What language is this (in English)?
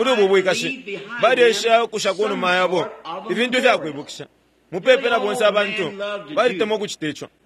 Bemba